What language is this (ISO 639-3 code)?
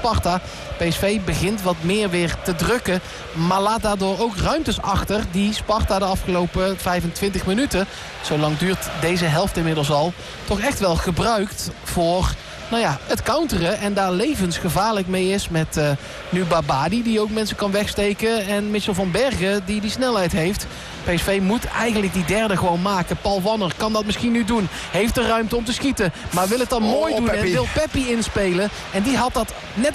nld